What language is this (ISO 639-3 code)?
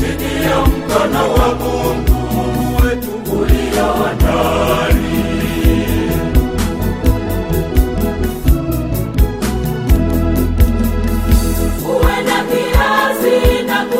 swa